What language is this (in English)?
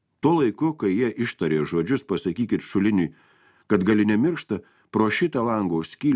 Lithuanian